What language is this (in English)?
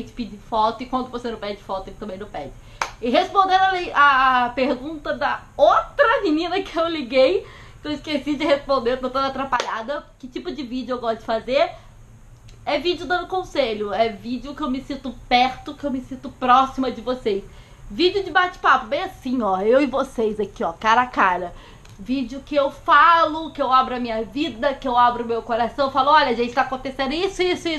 Portuguese